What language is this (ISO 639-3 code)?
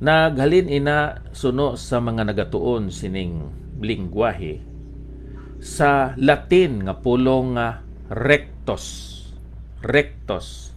hil